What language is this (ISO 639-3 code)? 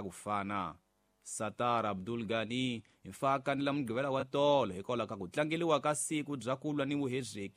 tso